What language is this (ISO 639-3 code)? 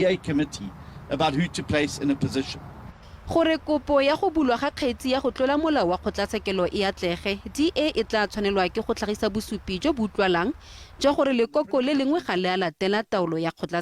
tsn